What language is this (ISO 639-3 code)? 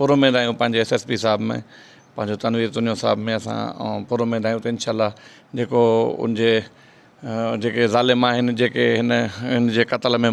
snd